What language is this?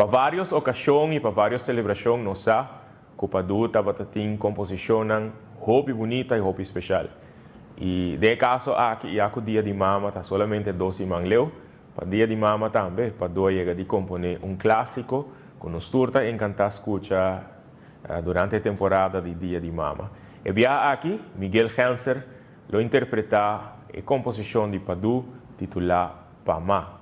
Papiamento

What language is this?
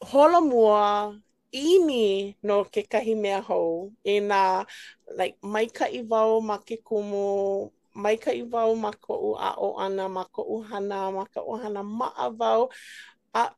Hawaiian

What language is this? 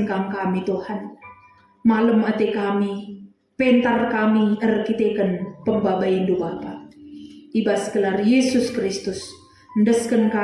Batak Karo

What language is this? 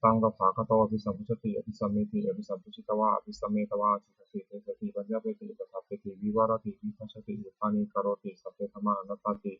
Pali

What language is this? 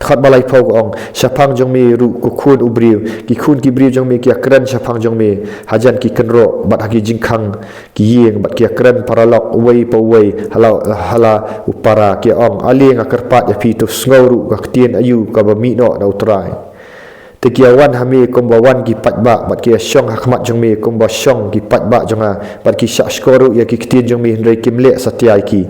Khasi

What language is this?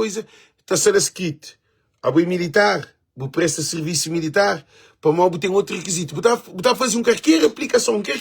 Kabuverdianu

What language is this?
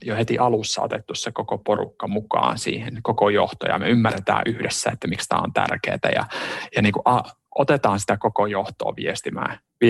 Finnish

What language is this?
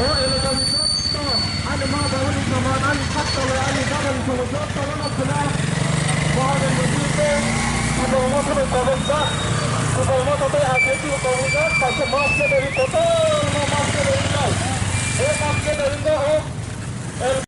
Kok Borok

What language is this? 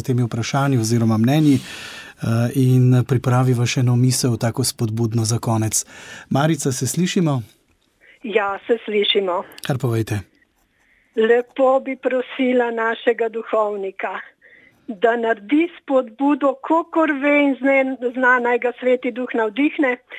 Slovenian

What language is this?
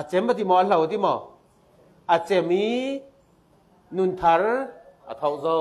Falam Chin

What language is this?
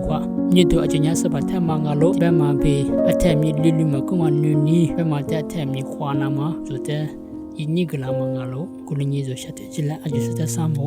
Lisu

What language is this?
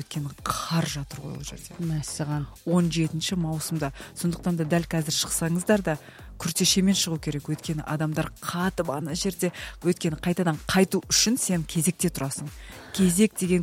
Kazakh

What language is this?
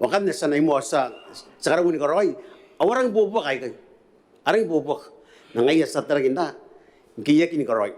Gilbertese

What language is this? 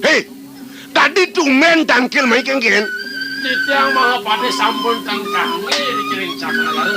Balinese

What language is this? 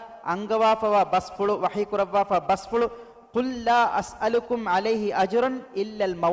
Divehi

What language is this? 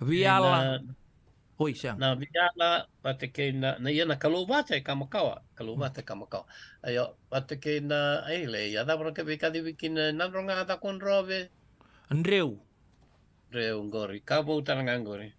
Fijian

